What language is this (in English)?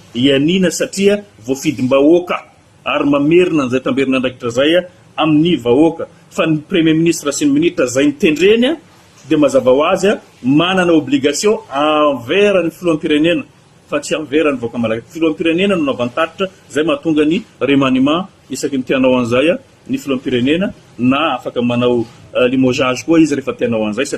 Malagasy